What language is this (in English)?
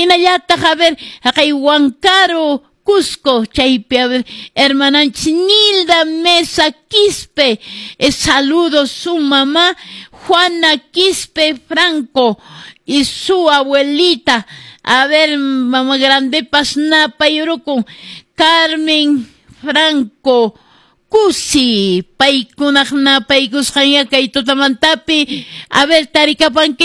Quechua